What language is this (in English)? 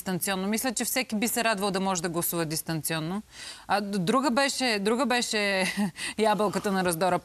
Bulgarian